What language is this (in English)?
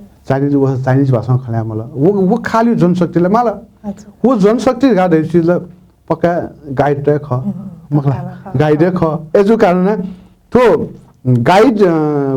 Newari